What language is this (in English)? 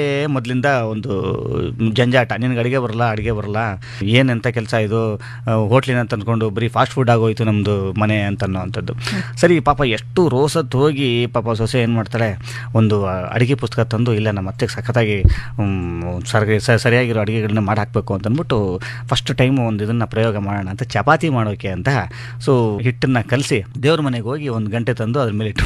Kannada